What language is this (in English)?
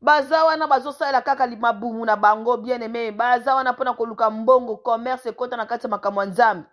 Lingala